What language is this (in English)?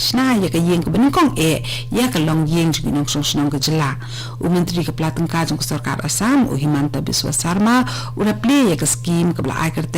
Khasi